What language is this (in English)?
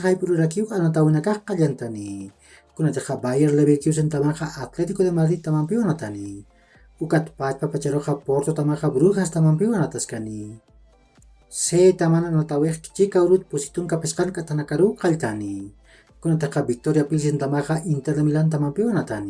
Aymara